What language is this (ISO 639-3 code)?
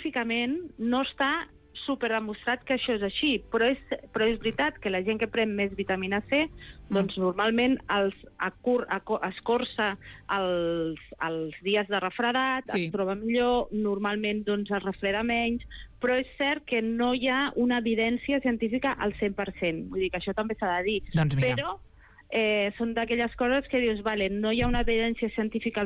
cat